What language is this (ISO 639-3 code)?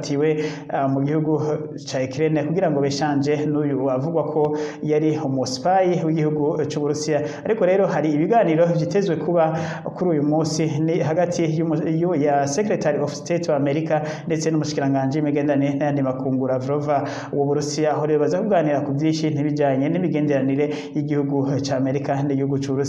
run